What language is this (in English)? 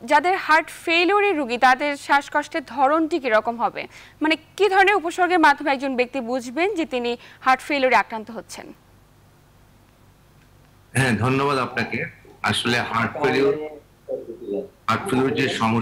Bangla